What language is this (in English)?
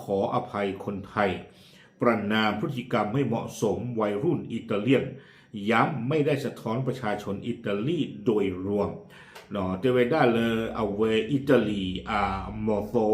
S'gaw Karen